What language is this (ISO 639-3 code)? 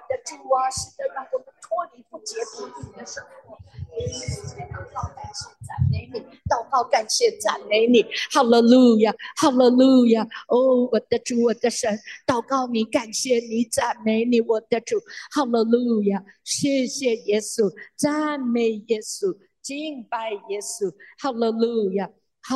zho